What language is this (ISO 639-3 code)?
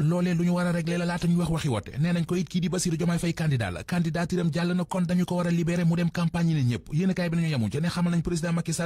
wol